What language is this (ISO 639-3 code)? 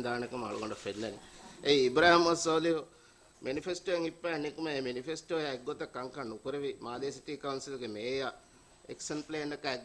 div